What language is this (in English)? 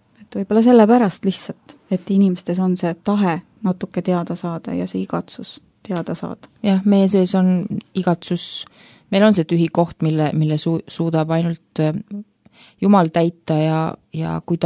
Estonian